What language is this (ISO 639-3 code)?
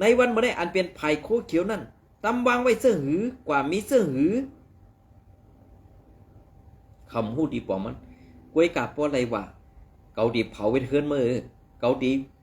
shn